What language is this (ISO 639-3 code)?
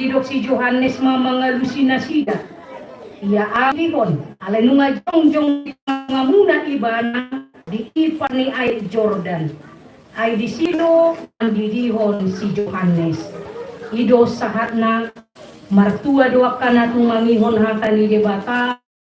bbc